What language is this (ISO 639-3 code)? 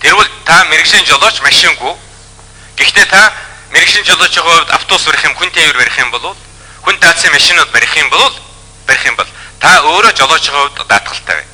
mon